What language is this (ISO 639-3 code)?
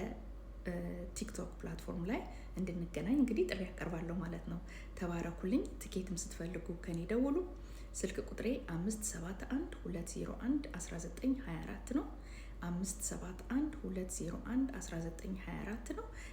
amh